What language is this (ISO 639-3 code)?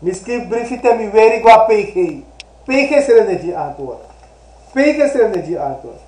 srn